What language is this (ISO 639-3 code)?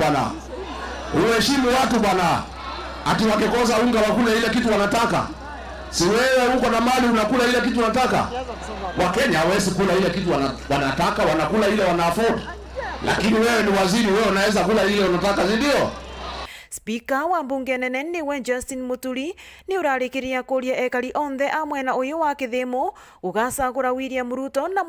mer